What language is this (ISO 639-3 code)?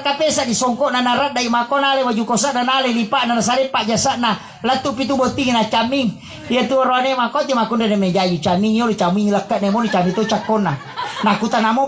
bug